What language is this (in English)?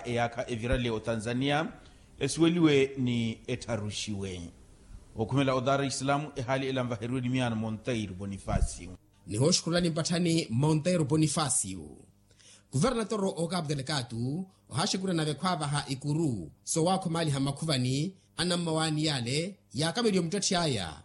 Makhuwa